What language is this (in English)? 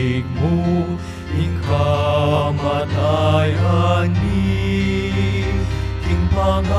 Pampanga